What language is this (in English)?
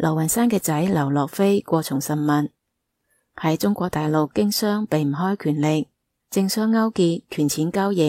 Cantonese